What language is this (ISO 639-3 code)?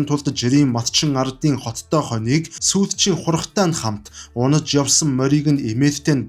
mon